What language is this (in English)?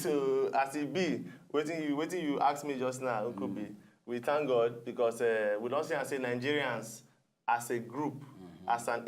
Nigerian Pidgin